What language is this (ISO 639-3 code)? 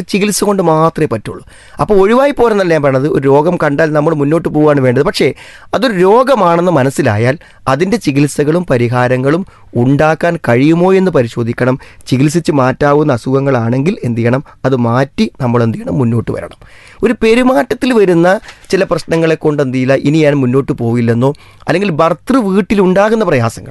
mal